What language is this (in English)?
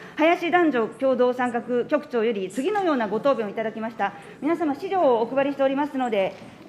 Japanese